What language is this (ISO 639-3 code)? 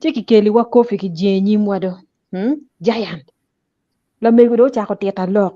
ach